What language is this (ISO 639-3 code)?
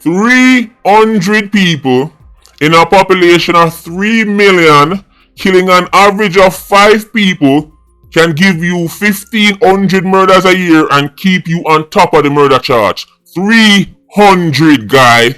jam